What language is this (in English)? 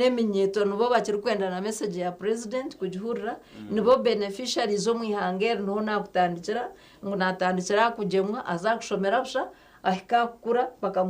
Nyankole